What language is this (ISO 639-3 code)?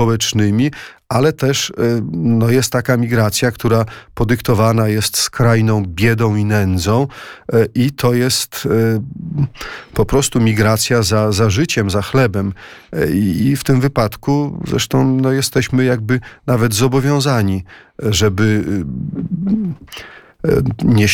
pol